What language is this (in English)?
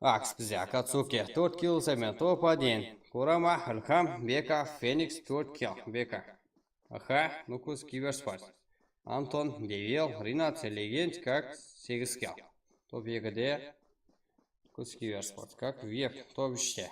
Kara-Kalpak